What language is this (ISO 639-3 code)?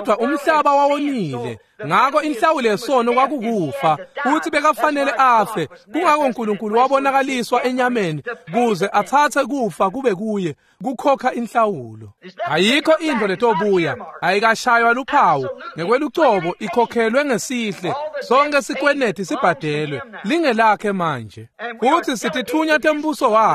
ssw